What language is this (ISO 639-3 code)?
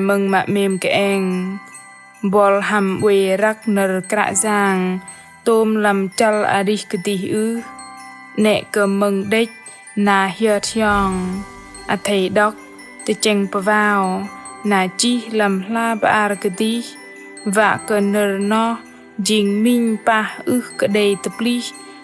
bdq